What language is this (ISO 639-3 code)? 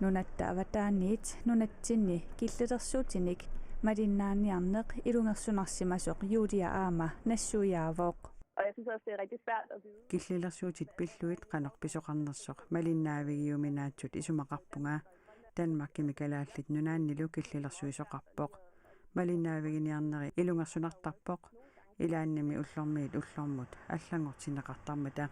kal